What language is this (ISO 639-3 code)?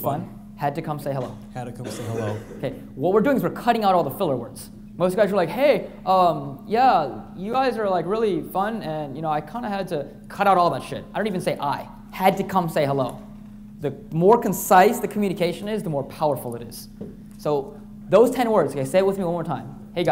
eng